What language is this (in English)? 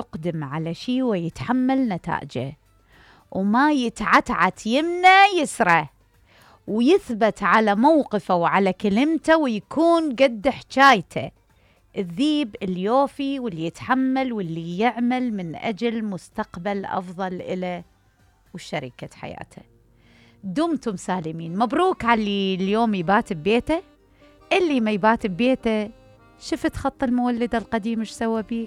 Mesopotamian Arabic